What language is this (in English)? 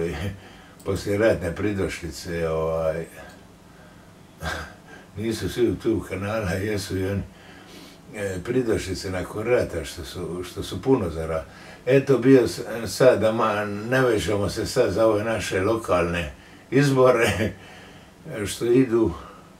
Croatian